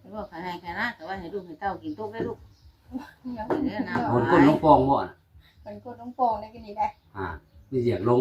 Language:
Northeastern Thai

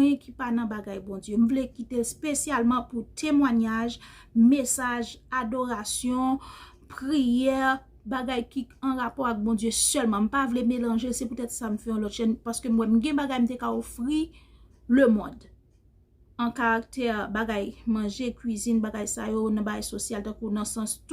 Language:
Haitian Creole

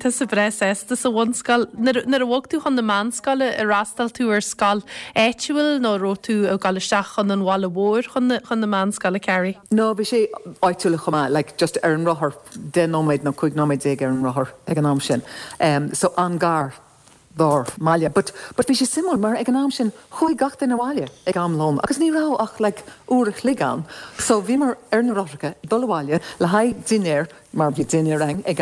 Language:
Irish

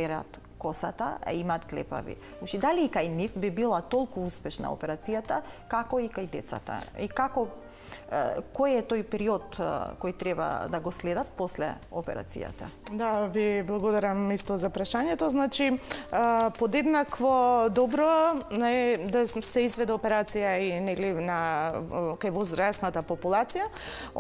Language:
Macedonian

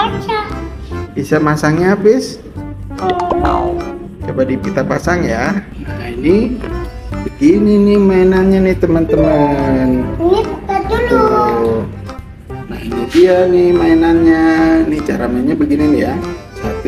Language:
Indonesian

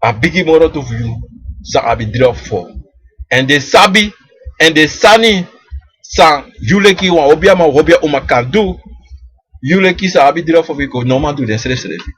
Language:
Sranan Tongo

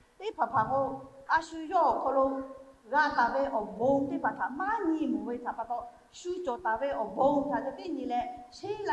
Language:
Lahu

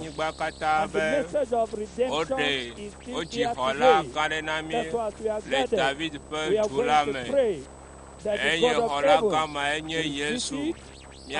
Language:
Ewe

